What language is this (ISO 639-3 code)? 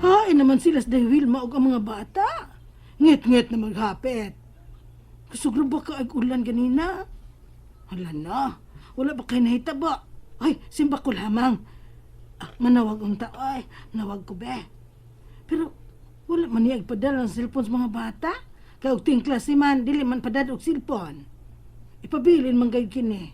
ceb